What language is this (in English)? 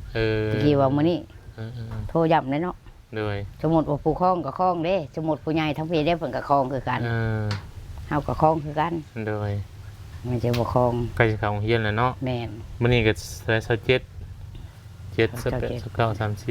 Lao